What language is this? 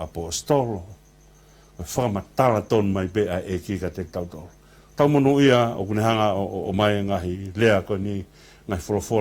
Tongan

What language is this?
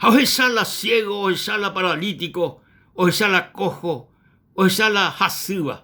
Guarani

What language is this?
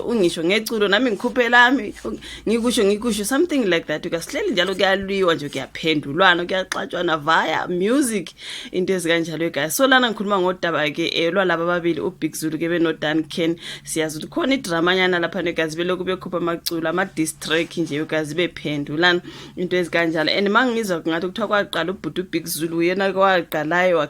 Zulu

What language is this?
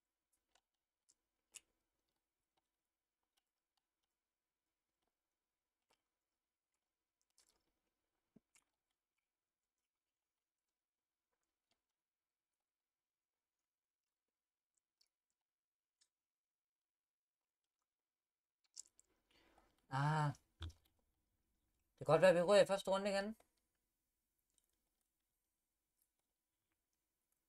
Danish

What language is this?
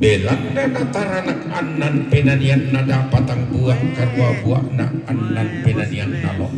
Toraja-Sa'dan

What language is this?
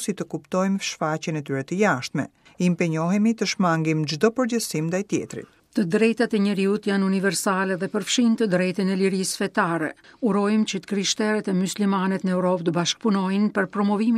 Albanian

